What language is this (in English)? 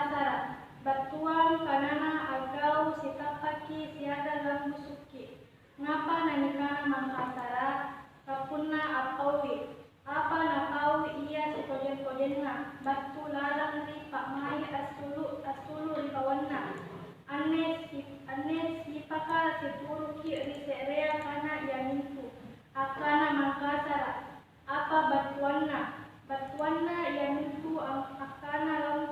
Makasar